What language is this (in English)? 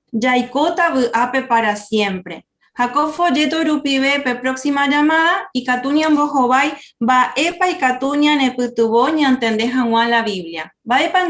Guarani